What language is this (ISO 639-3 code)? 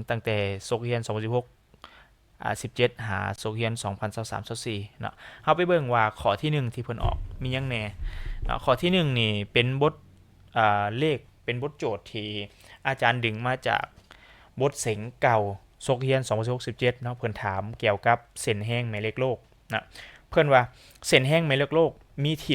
lao